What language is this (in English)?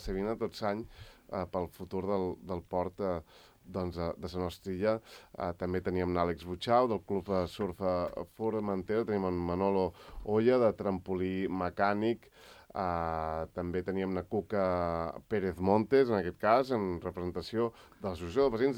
Catalan